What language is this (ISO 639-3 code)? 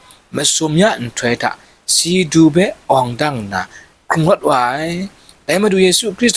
kac